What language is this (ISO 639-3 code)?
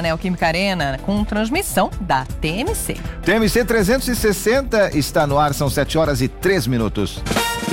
por